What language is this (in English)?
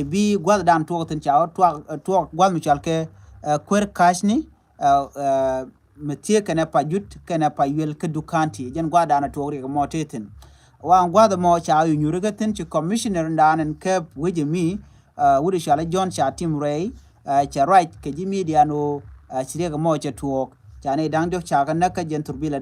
Nuer